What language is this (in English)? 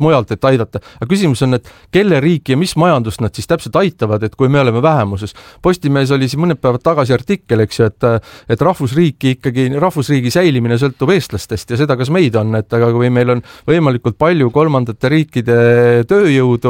Estonian